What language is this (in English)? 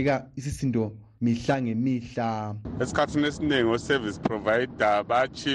North Ndebele